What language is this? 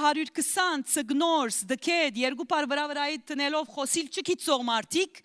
Western Armenian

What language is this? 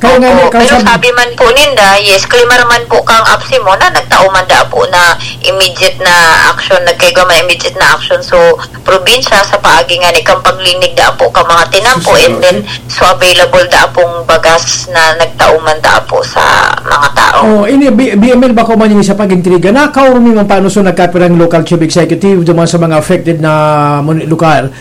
Bikol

